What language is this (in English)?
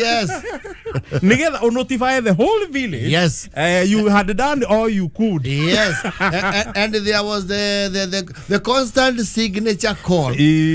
Kikuyu